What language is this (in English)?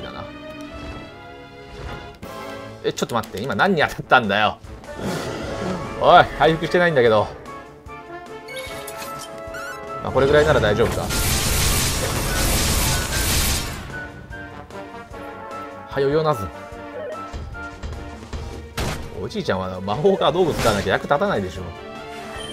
Japanese